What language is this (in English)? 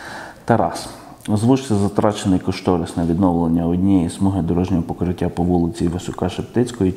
Ukrainian